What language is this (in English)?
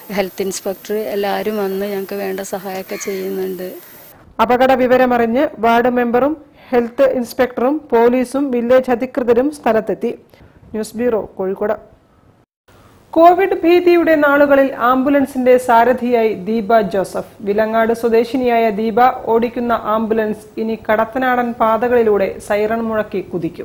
Malayalam